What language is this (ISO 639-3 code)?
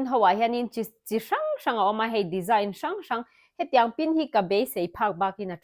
lus